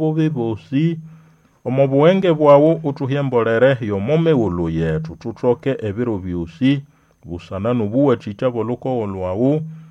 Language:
Nande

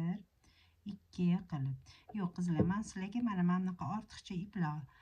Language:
Uzbek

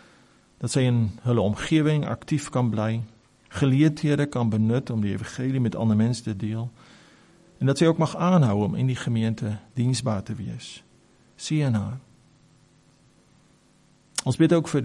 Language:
Afrikaans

